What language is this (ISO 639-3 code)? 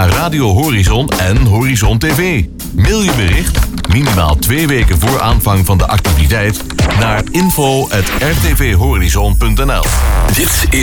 nld